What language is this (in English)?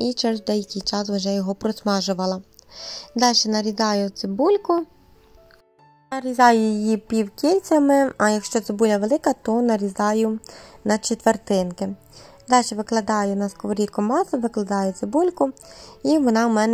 Ukrainian